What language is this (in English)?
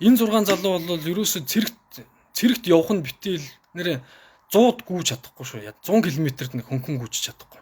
Mongolian